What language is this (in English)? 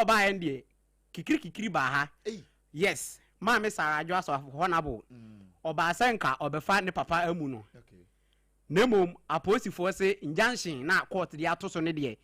Akan